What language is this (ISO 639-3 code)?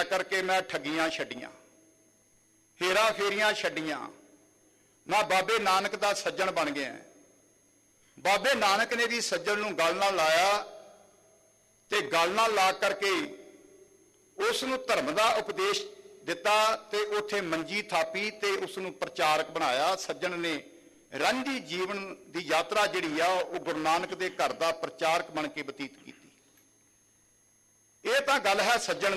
pan